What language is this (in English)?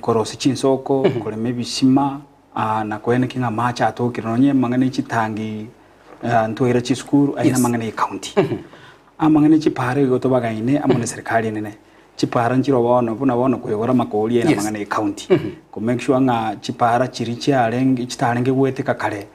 Gusii